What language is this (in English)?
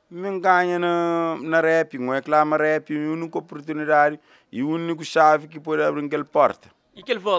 Kabuverdianu